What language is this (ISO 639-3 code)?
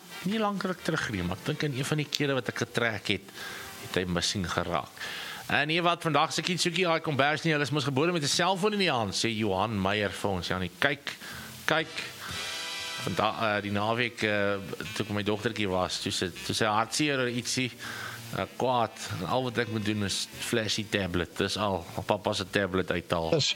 afr